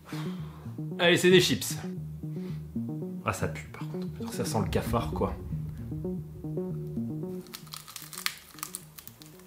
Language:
French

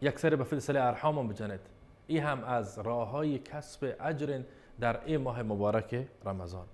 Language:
Baluchi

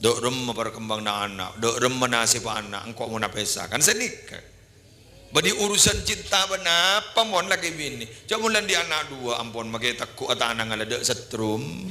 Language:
Madurese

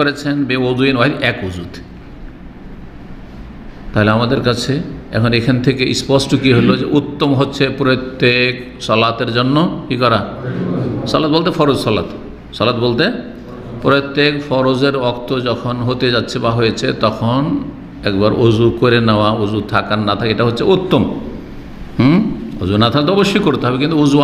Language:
Bangla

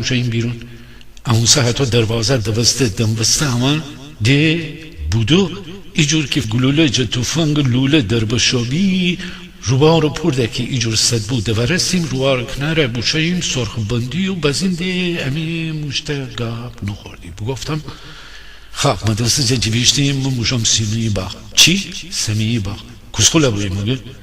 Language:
Gilaki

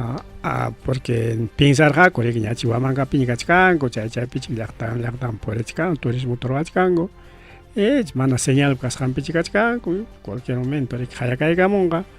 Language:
Ayacucho Quechua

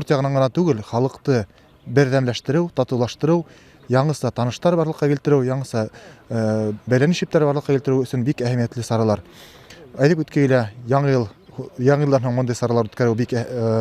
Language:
Bashkir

